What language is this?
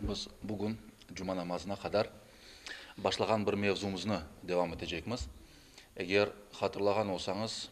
Crimean Tatar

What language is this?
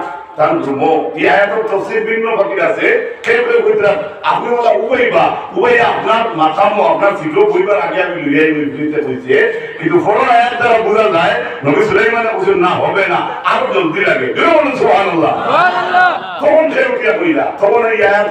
Sylheti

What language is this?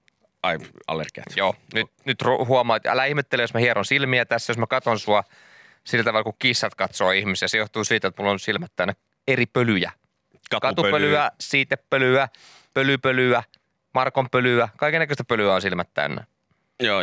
Finnish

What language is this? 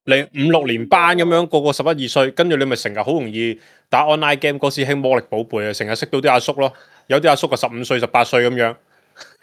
Cantonese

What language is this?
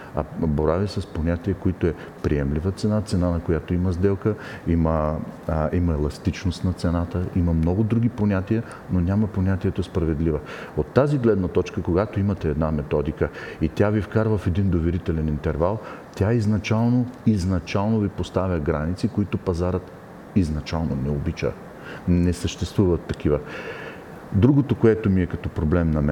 Bulgarian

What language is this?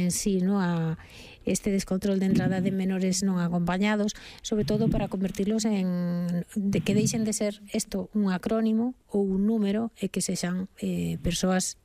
Galician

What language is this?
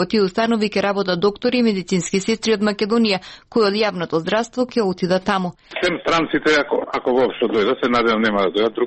Macedonian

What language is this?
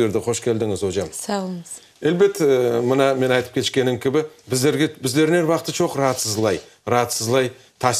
Crimean Tatar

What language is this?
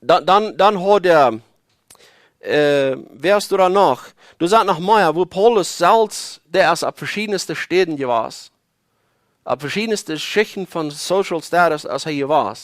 Plautdietsch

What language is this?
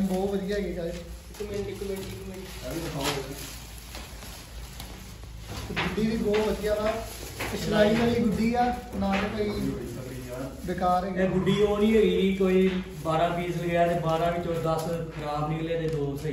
Punjabi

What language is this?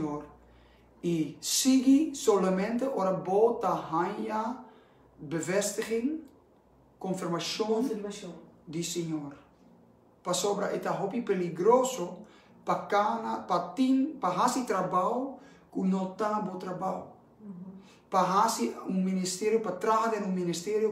Papiamento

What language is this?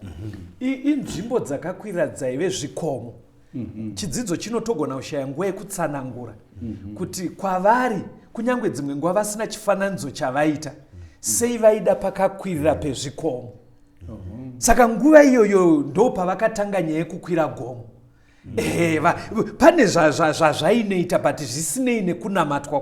Shona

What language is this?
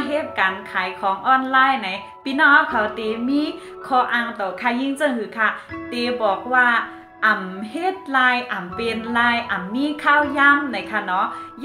Shan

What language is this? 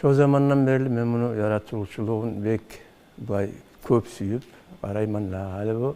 Kumyk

